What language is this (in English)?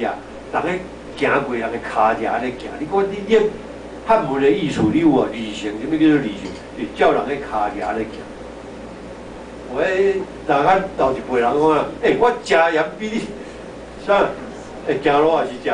Min Nan Chinese